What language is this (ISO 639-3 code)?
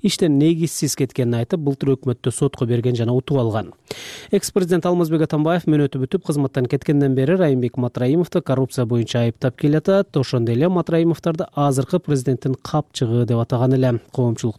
kir